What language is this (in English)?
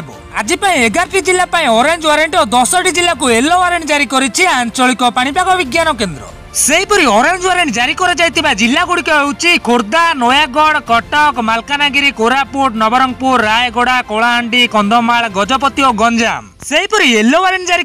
Odia